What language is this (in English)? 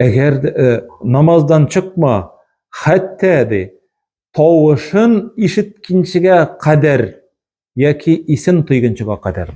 Tatar